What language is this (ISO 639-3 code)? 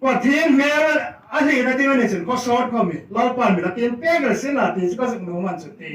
hmr